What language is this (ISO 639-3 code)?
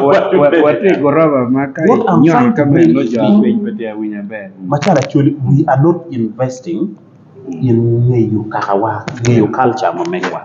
ach